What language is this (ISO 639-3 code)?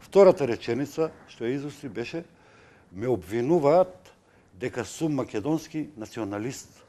mkd